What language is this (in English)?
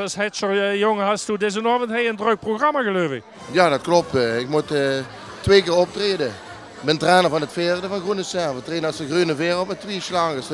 Limburgish